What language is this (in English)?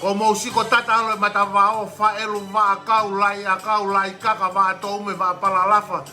Tongan